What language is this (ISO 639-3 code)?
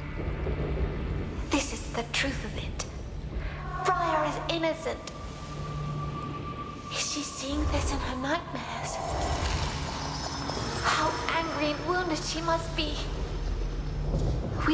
eng